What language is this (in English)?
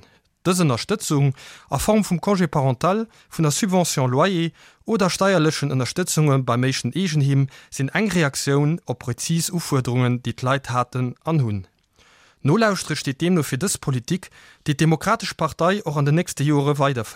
Luxembourgish